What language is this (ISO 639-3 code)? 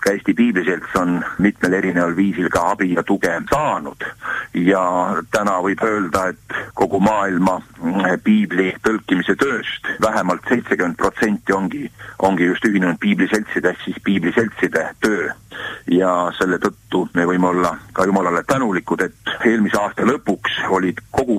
est